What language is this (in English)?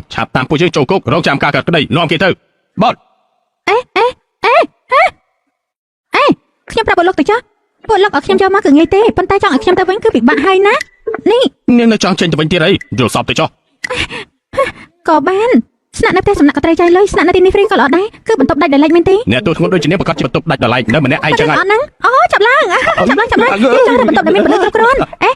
Khmer